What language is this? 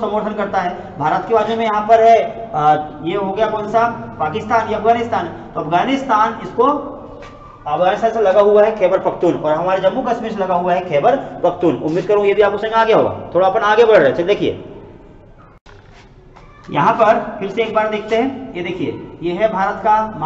Hindi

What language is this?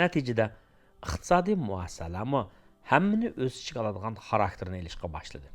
Uyghur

